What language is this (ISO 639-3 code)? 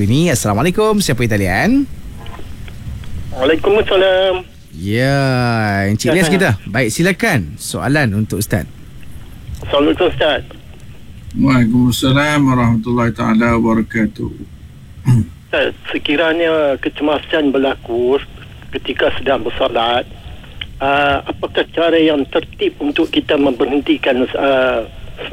msa